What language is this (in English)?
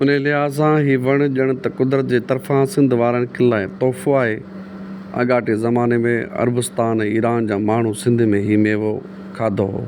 Sindhi